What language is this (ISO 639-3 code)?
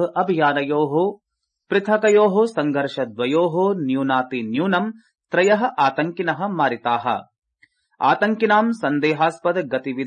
san